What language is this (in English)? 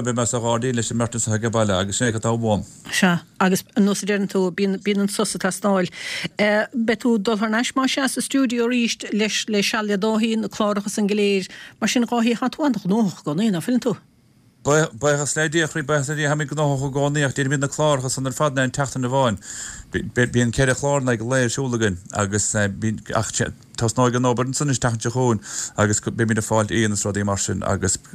Irish